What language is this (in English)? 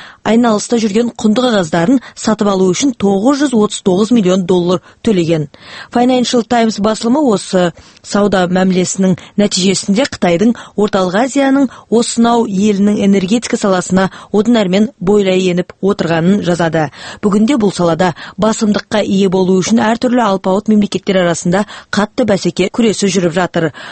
Kazakh